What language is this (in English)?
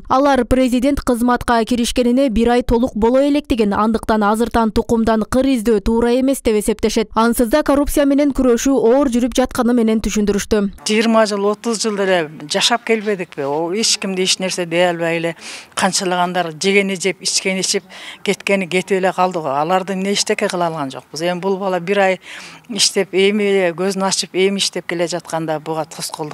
Kyrgyz